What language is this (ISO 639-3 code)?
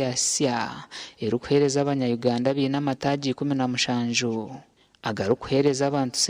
nyn